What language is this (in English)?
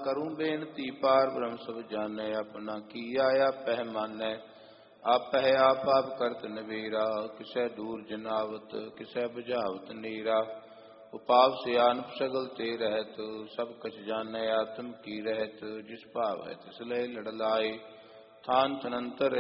Punjabi